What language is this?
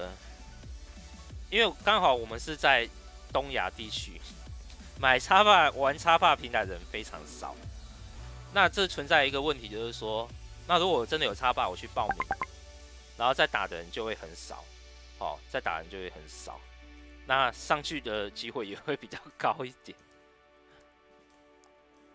Chinese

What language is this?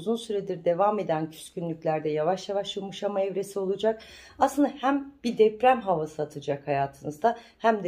Turkish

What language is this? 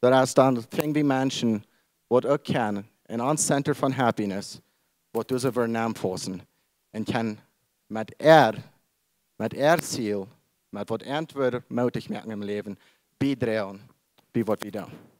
Plautdietsch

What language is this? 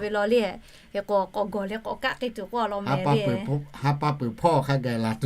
Lahu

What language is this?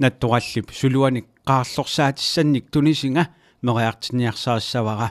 Kalaallisut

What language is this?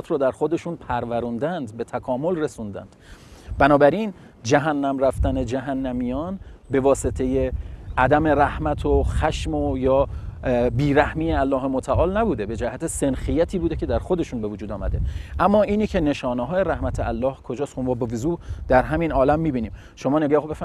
Persian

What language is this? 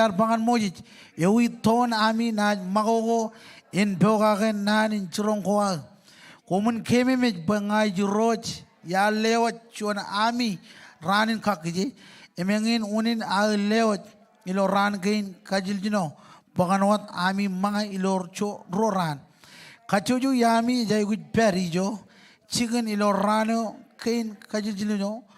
Marshallese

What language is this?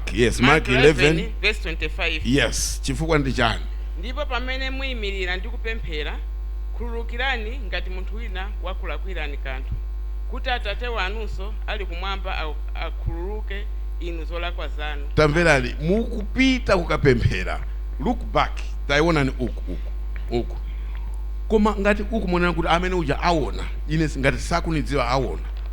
Nyanja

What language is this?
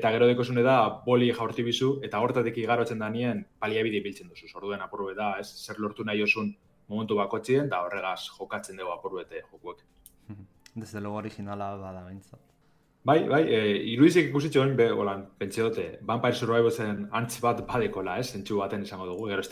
Basque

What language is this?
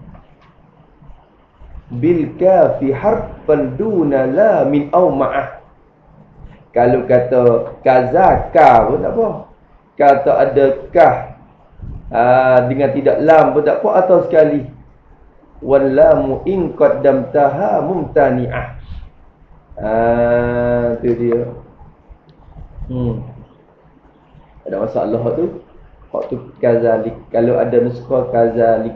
Malay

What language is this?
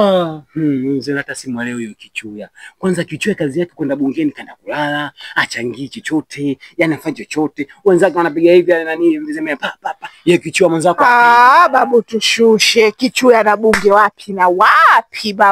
Swahili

